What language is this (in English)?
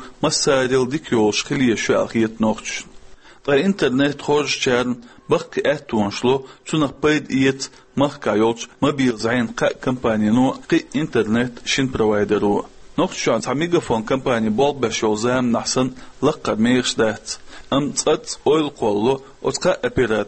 Chechen